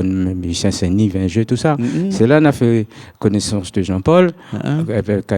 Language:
Réunion Creole French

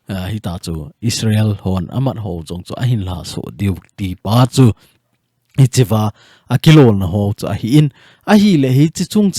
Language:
Thado Chin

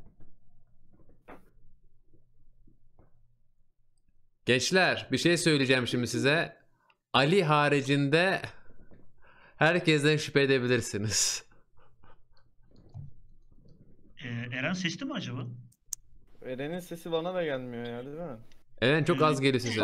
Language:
Turkish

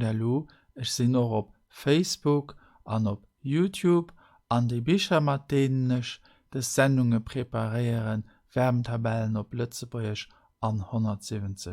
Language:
Luxembourgish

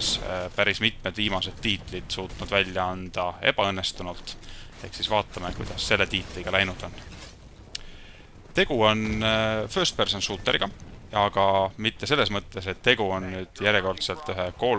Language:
Estonian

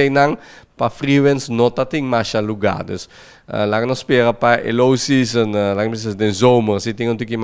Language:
Papiamento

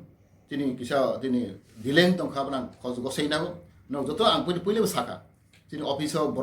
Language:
Kok Borok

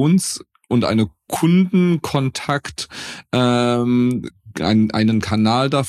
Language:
German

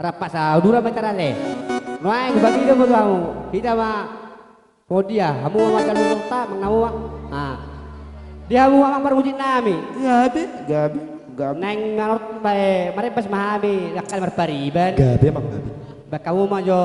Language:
Batak Toba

